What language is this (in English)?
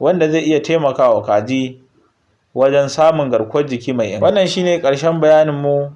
Hausa